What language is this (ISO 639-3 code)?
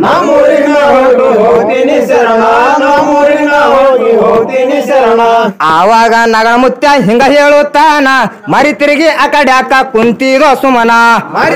kan